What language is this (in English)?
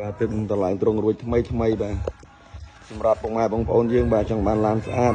Khmer